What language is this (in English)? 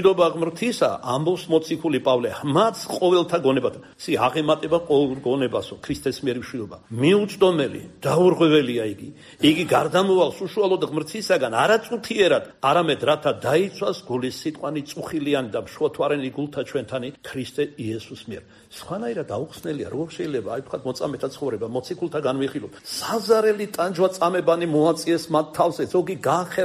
Georgian